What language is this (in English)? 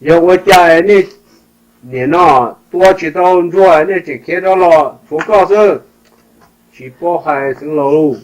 Hmong